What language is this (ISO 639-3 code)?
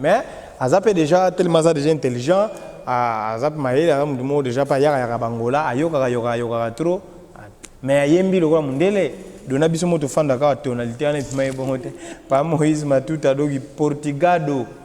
lin